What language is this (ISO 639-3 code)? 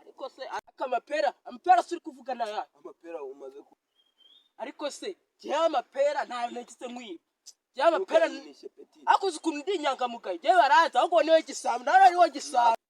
kin